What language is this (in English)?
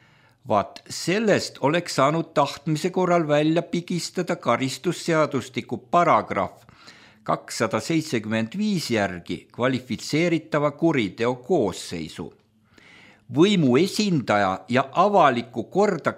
Estonian